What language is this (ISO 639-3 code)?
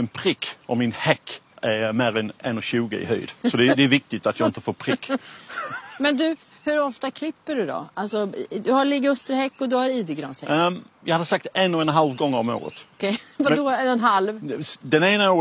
swe